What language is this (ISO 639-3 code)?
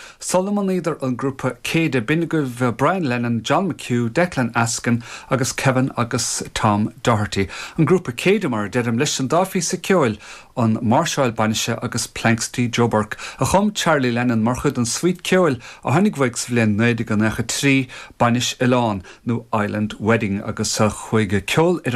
gle